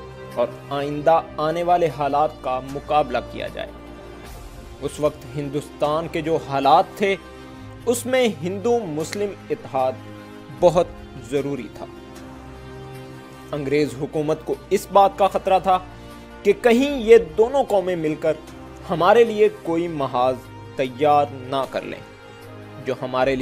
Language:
Urdu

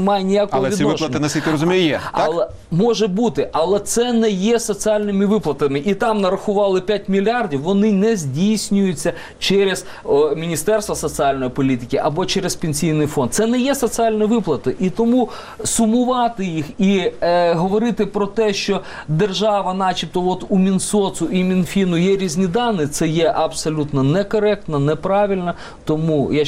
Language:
Ukrainian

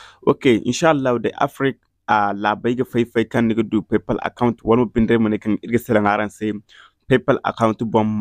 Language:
Zarma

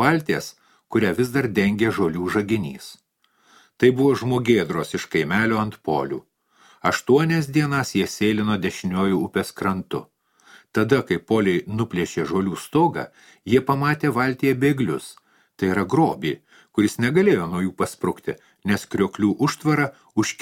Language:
Lithuanian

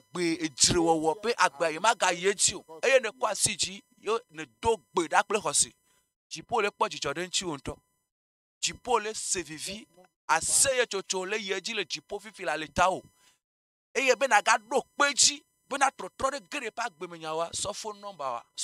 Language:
Ewe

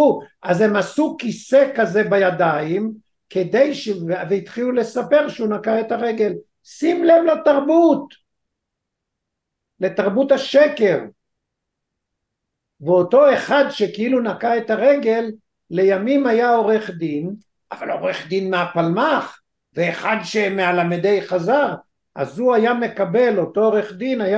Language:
Hebrew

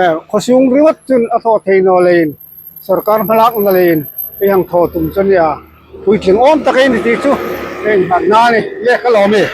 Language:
Hmar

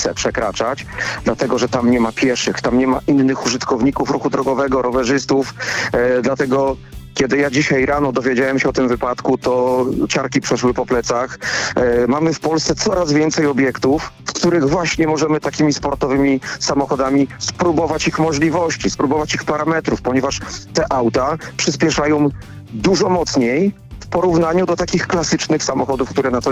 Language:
Polish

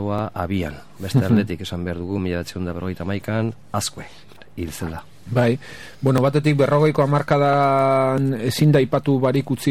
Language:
Basque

